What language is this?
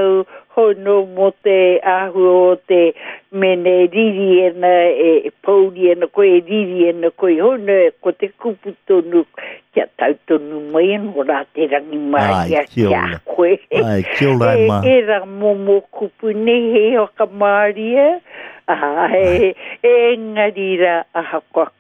Māori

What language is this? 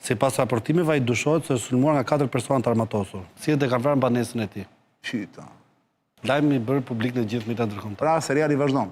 Albanian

